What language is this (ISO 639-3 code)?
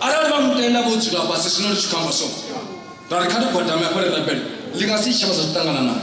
ven